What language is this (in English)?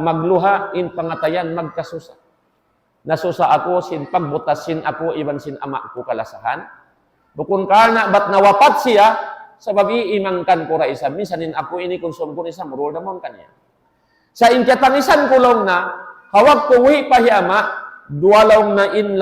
Tausug